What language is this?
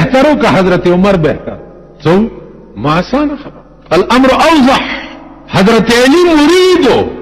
Pashto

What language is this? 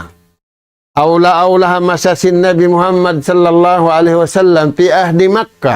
Tausug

